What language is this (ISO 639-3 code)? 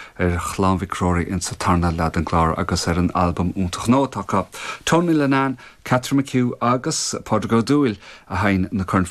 gle